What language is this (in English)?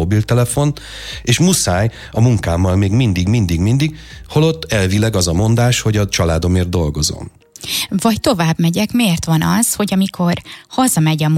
Hungarian